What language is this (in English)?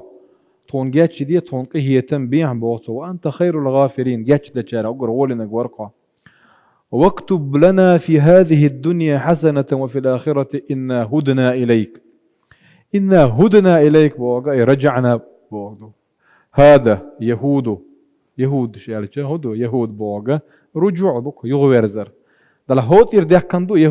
Chechen